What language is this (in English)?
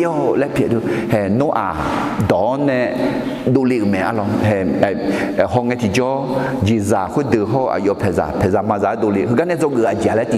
Akha